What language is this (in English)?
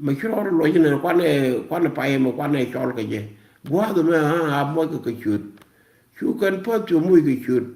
Nuer